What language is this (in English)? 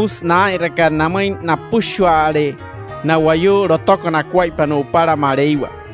Wayuu